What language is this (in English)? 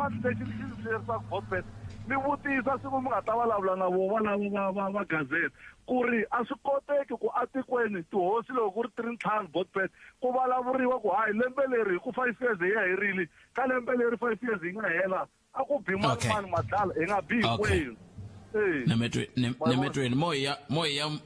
Tsonga